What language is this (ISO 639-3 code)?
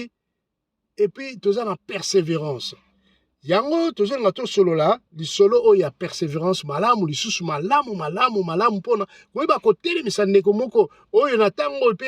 lin